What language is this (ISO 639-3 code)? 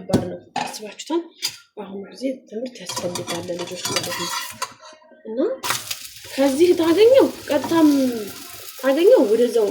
amh